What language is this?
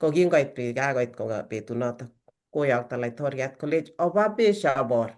Kalenjin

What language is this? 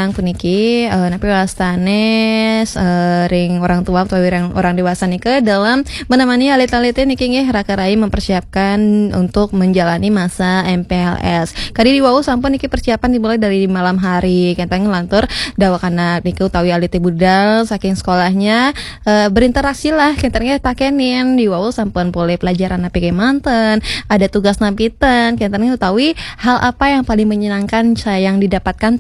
Balinese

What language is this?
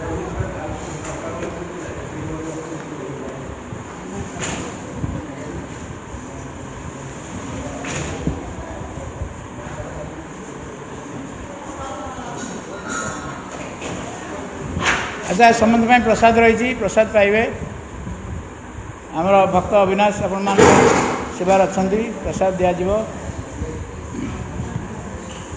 Odia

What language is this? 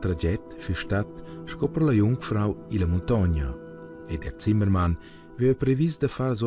Romansh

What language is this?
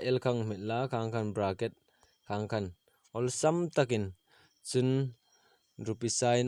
Hmar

